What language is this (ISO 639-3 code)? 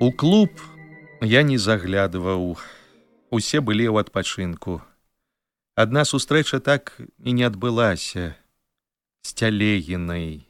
bel